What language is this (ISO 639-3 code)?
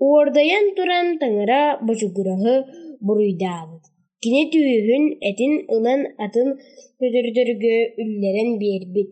sah